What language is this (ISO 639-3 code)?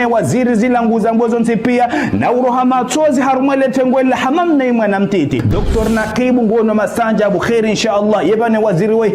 zdj